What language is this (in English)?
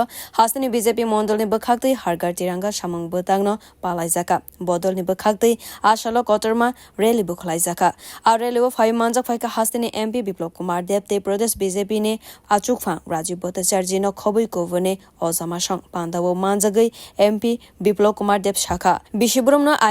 Kok Borok